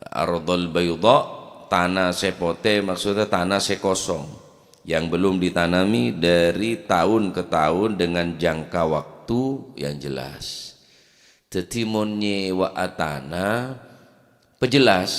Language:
Madurese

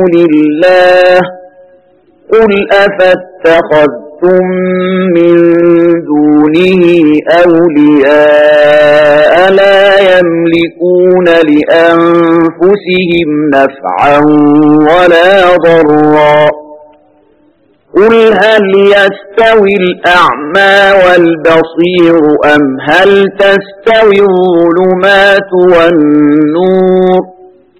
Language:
Arabic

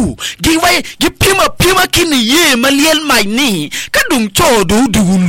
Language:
Acoli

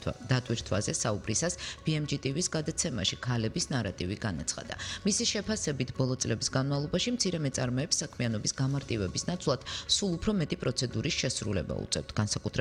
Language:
Georgian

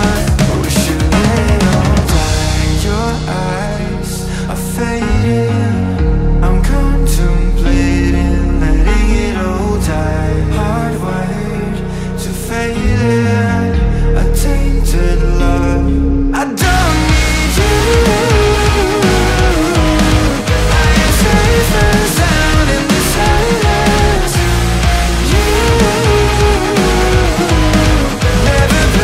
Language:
English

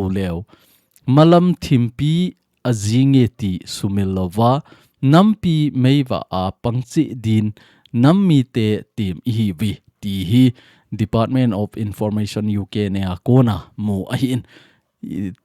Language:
Thado Chin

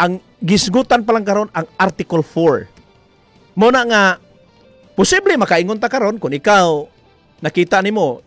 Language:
Cebuano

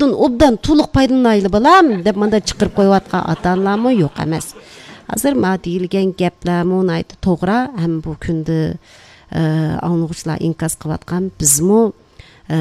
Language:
Uyghur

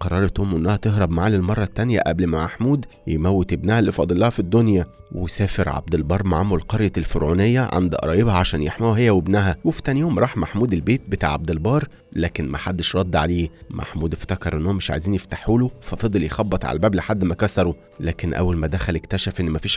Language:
Egyptian Arabic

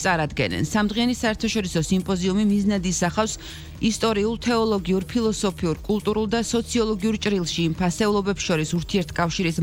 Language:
Georgian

